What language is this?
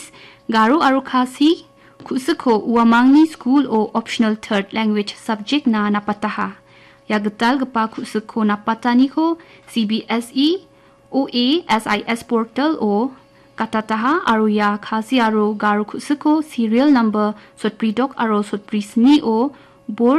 Garo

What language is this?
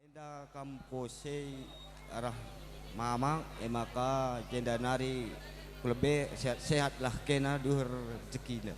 Batak Karo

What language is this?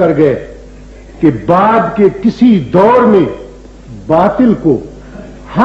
Urdu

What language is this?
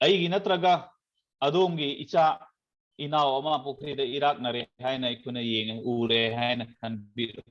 Manipuri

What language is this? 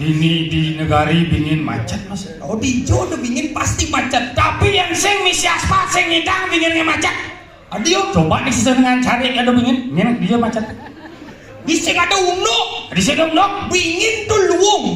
Balinese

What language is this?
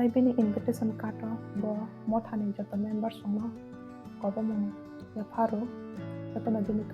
Kok Borok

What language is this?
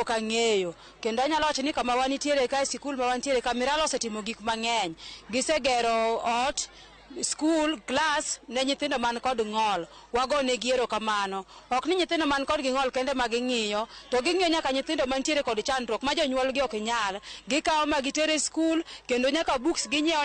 Luo (Kenya and Tanzania)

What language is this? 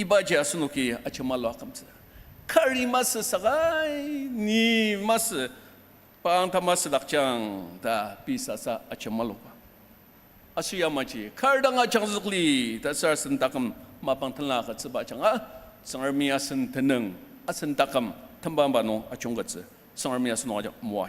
Ao Naga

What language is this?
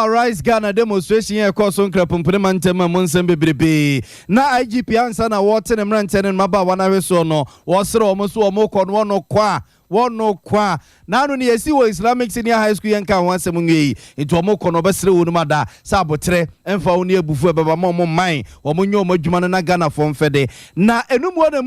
Akan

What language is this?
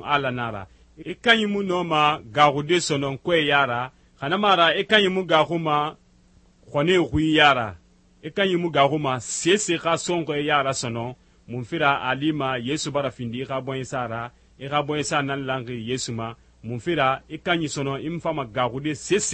Susu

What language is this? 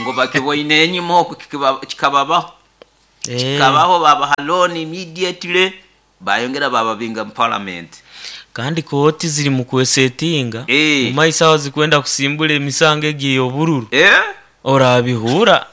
Nyoro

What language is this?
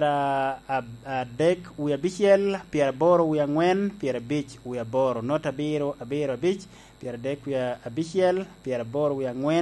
Lango (Uganda)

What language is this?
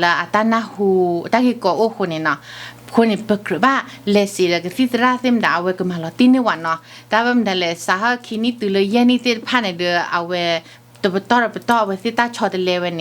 S'gaw Karen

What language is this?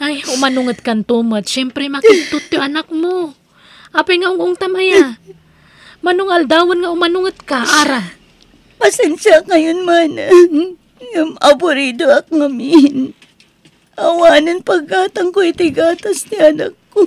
Iloko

